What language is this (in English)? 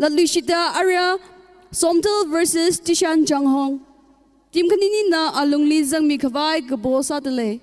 Tangkhul Naga (India)